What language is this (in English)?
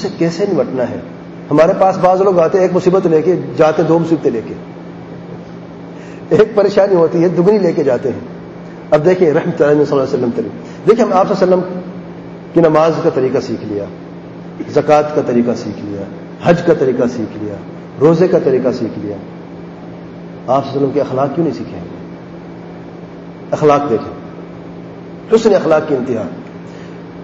Urdu